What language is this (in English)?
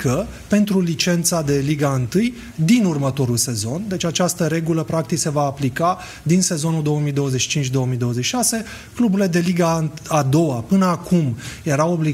Romanian